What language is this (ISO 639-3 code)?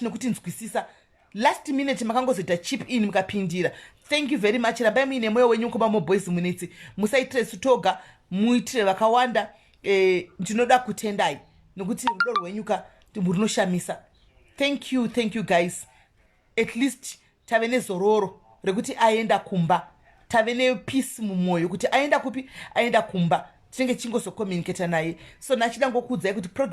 sna